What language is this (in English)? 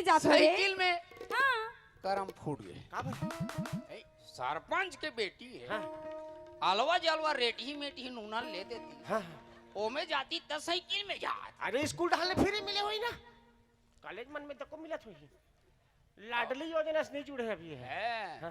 Chhattisgarhi